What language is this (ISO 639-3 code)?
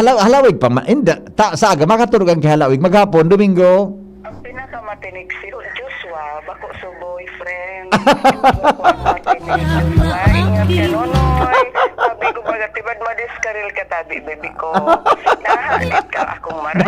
bik